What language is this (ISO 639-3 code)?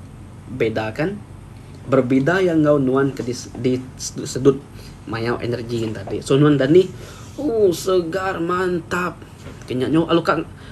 iba